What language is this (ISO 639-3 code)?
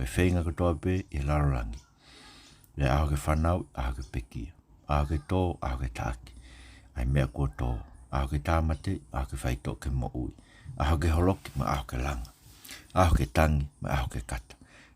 ton